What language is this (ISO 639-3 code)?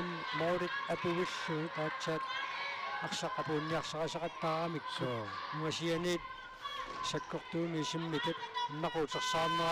kal